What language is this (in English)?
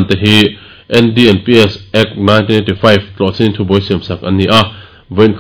Mizo